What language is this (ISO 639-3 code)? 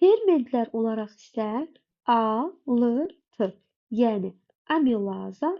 aze